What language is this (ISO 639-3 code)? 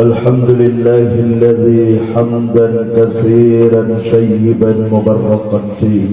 mrw